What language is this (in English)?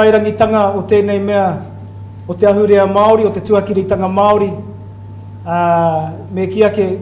Māori